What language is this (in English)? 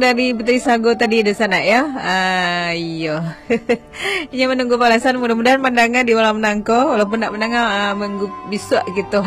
Minangkabau